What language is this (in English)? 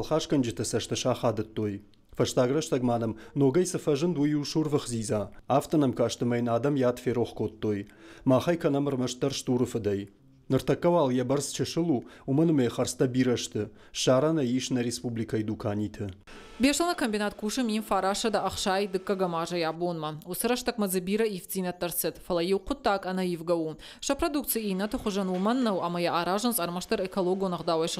Ossetic